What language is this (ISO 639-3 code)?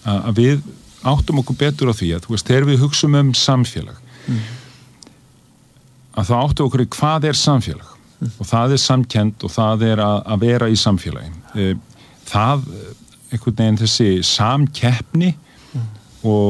isl